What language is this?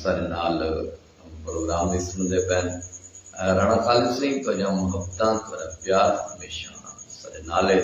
Saraiki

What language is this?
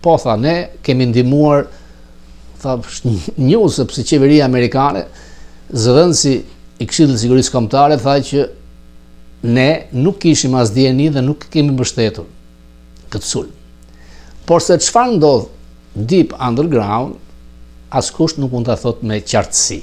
Albanian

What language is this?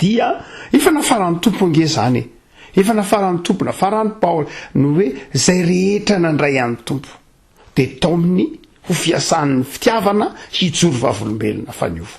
Malagasy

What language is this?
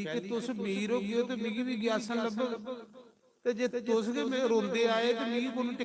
Dogri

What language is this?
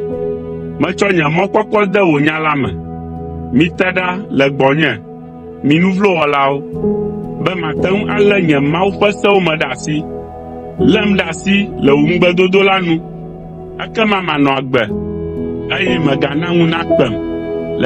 Ewe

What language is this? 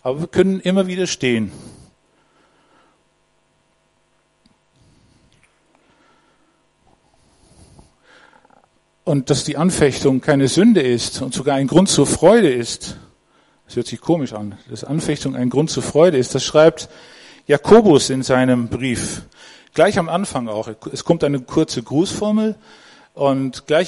German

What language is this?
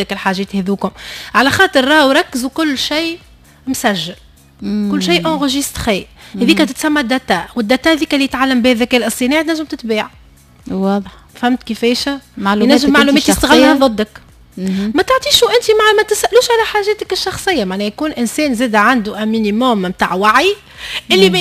Tunisian Arabic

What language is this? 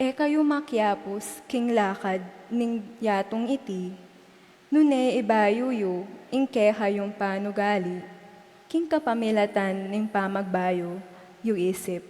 Pampanga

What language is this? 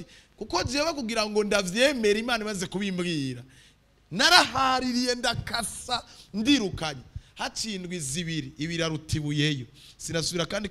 Rundi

